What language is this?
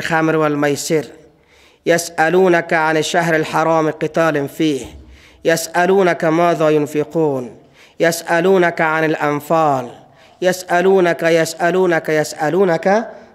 Persian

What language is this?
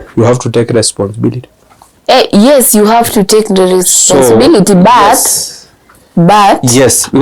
Masai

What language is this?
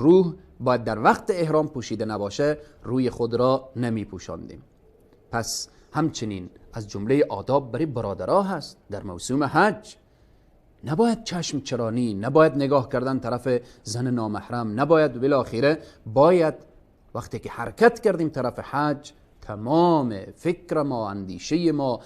Persian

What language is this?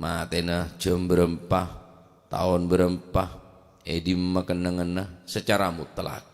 Madurese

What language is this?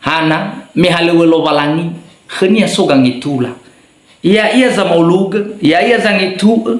Nias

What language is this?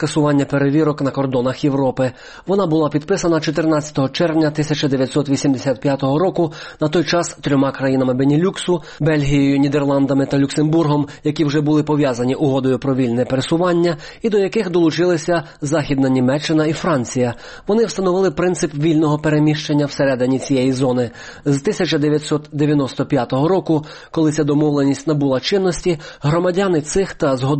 Ukrainian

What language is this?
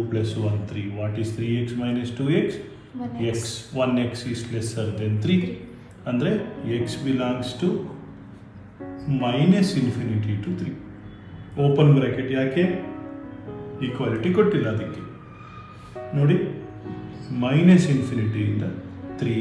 Kannada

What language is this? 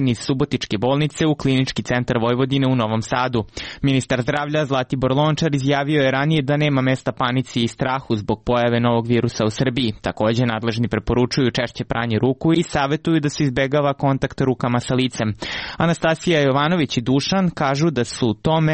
Serbian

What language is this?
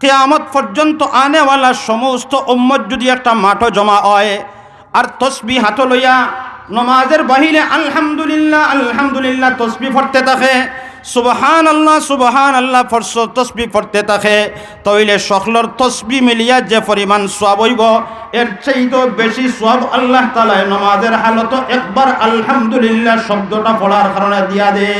Sylheti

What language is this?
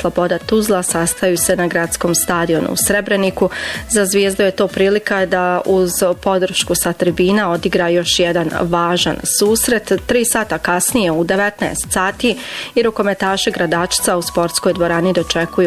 Bosnian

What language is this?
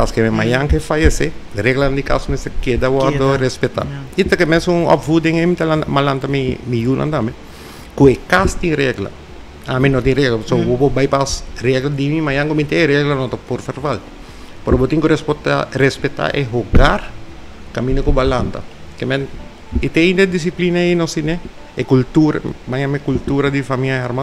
Papiamento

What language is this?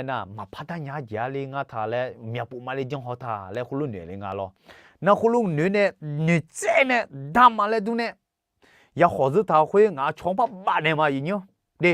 Akha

